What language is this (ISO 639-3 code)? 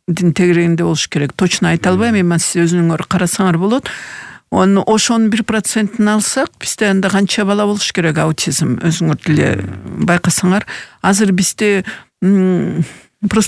kir